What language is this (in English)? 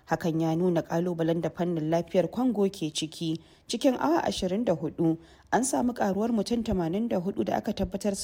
Hausa